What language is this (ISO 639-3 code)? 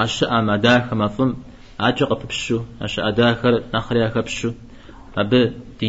kbd